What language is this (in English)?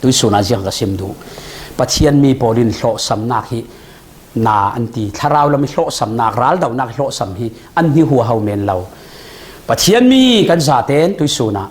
Falam Chin